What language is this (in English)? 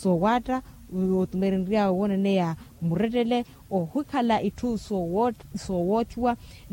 Makhuwa